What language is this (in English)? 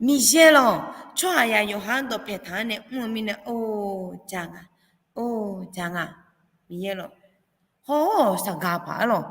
Akha